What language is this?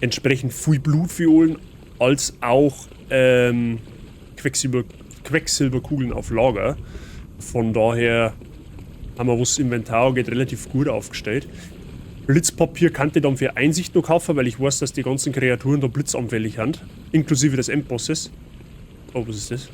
Bavarian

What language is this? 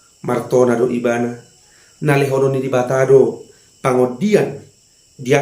Batak Toba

